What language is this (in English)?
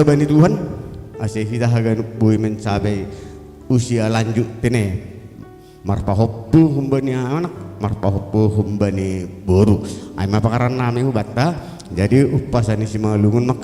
Batak Simalungun